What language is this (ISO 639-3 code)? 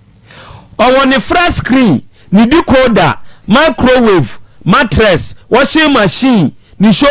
aka